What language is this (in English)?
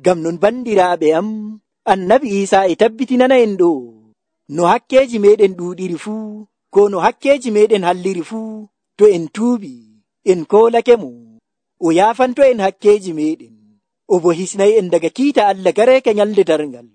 Nigerian Fulfulde